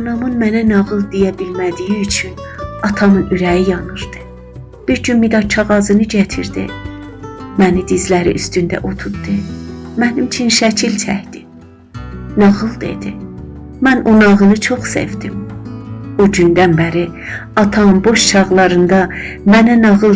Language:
South Azerbaijani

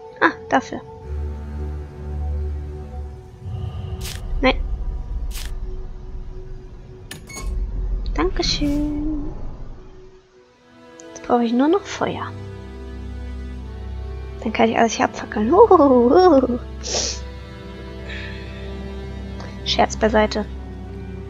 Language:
German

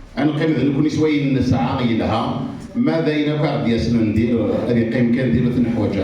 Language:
Kabyle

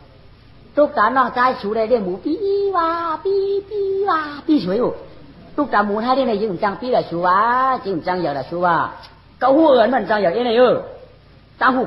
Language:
Shan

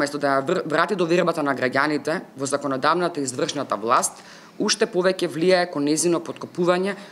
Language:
Macedonian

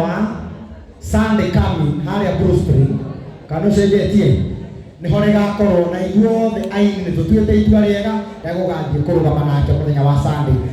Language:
Kikuyu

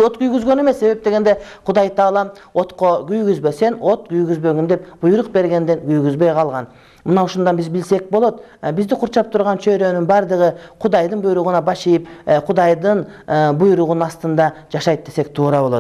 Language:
Kyrgyz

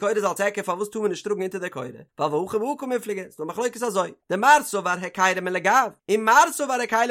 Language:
Yiddish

